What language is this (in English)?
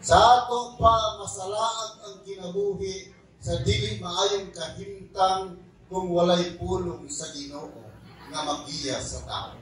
Cebuano